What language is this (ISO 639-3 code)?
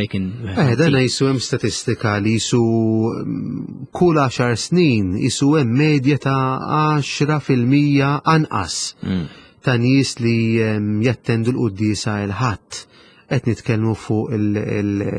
mlt